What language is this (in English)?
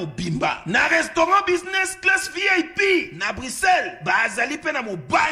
Lingala